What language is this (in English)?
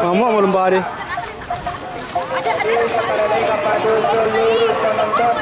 Minangkabau